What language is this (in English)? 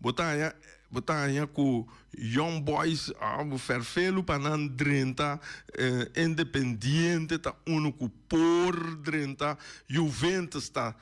Papiamento